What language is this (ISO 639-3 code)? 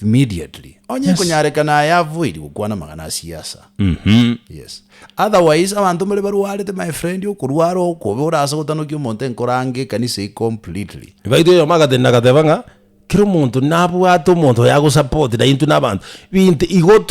guz